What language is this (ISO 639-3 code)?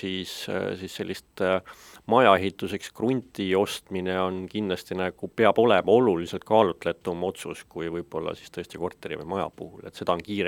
est